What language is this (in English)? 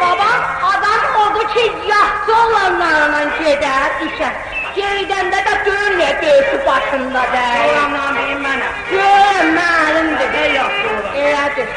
South Azerbaijani